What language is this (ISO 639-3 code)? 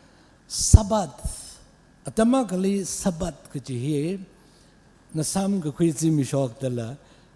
nmf